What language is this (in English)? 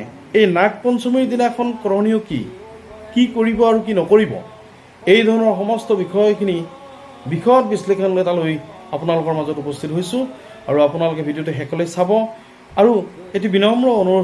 Assamese